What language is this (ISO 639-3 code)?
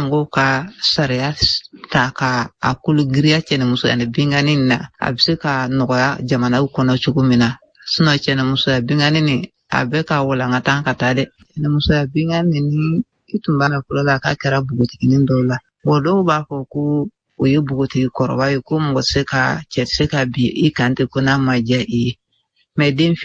bam